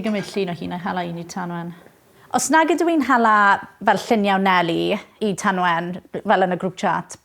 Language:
Welsh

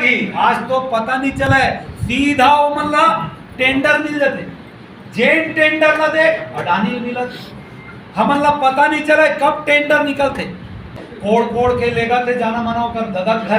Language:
Chhattisgarhi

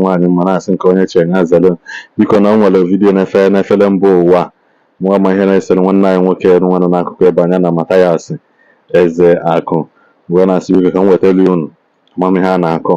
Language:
Igbo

